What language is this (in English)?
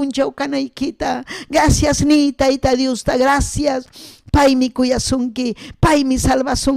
Ayacucho Quechua